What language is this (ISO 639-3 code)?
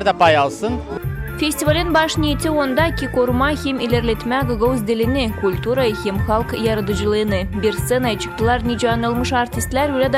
gag